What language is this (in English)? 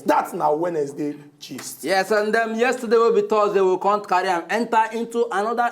Nigerian Pidgin